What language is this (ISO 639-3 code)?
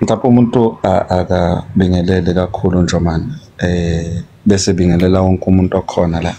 zul